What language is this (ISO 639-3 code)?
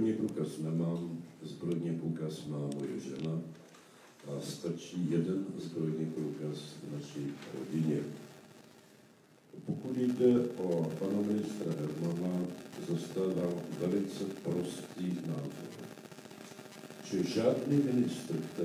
ces